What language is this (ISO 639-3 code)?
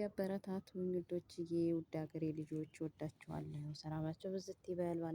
amh